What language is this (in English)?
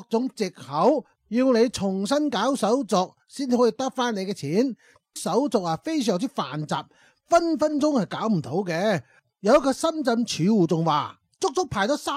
Cantonese